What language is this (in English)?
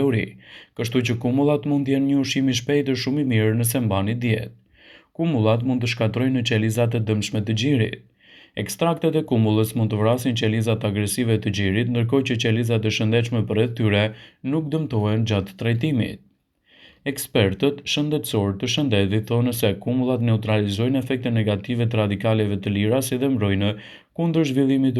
Albanian